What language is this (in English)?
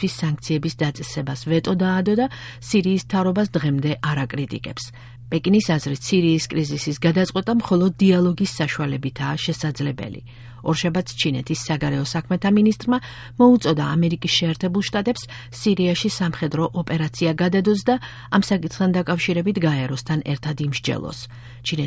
Georgian